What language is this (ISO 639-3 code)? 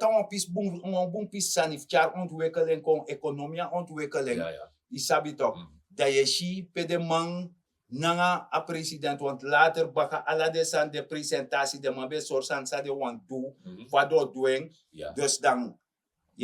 srn